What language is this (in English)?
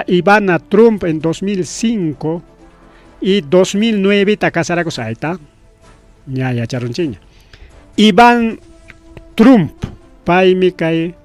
Ayacucho Quechua